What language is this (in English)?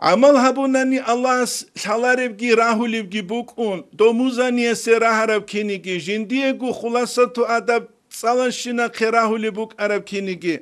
Avaric